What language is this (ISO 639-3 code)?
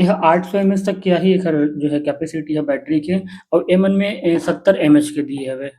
hne